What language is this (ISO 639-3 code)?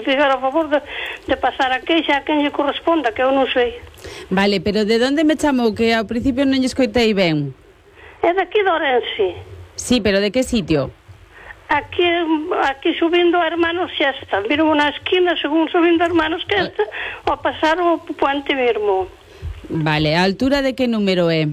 glg